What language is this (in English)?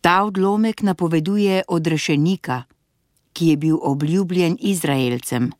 Slovenian